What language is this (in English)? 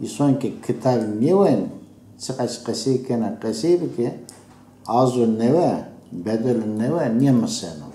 Zaza